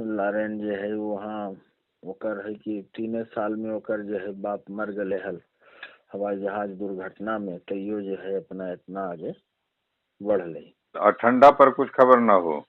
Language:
Magahi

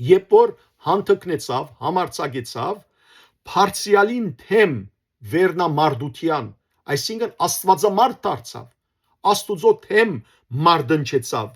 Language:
Western Armenian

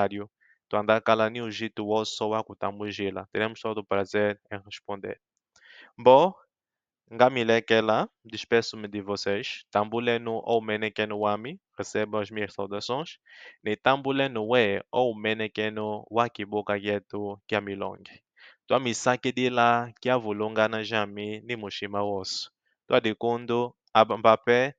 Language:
Kimbundu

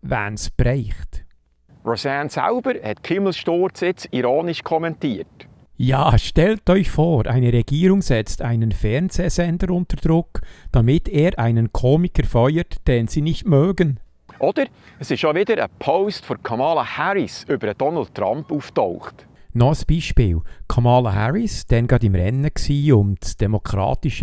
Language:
Swiss German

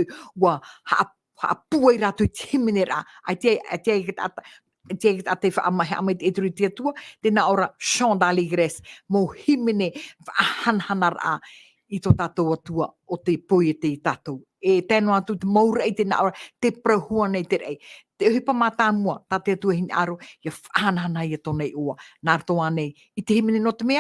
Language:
Tahitian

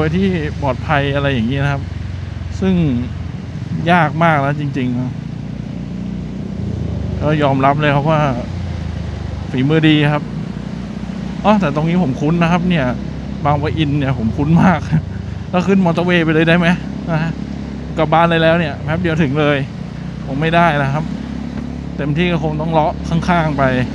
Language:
Thai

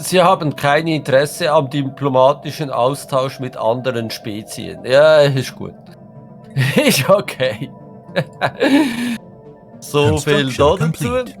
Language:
Swiss German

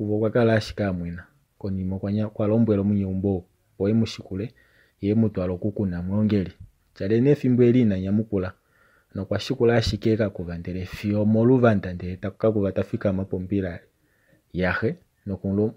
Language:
Kuanyama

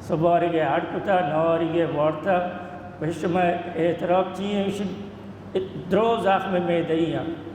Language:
Baluchi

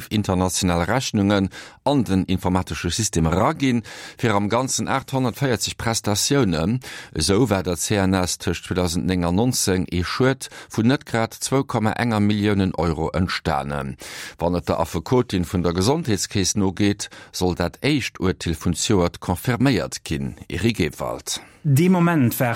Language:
Luxembourgish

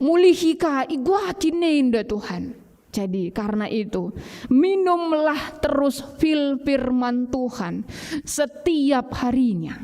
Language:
Batak Karo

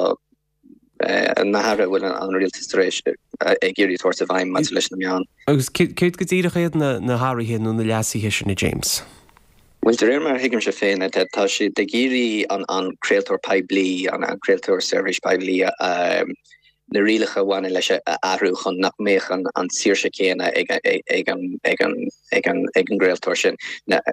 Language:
Irish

